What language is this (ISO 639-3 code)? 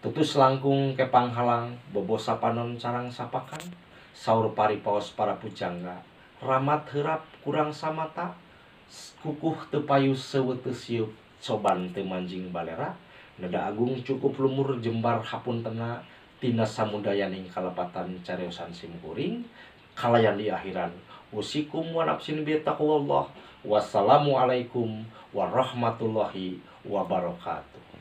sun